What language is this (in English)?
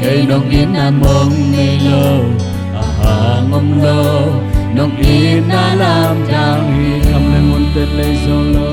Tedim Chin